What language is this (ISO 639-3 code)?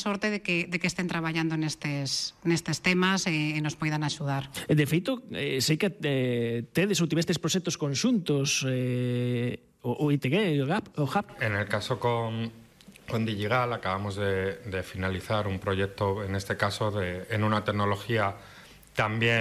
glg